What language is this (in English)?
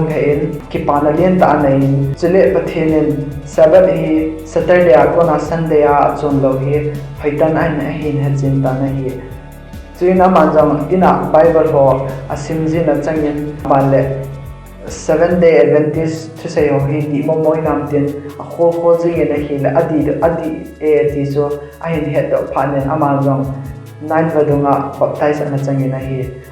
Thado Chin